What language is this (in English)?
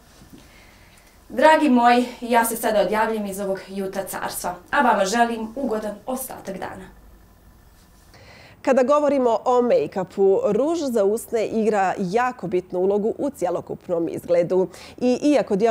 Bosnian